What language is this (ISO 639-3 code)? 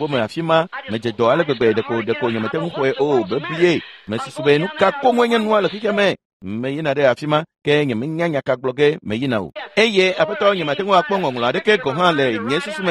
ewe